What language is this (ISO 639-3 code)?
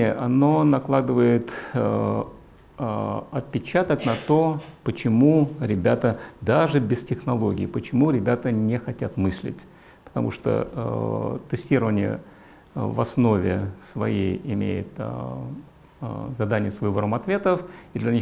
rus